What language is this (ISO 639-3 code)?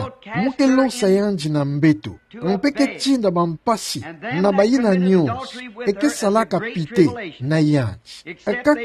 ktu